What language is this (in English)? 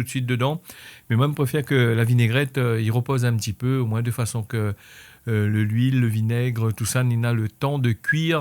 Réunion Creole French